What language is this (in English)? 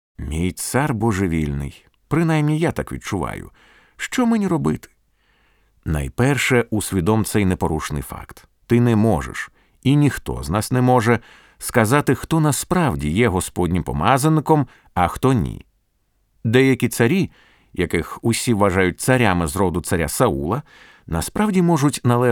Ukrainian